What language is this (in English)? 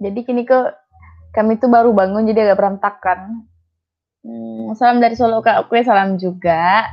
Minangkabau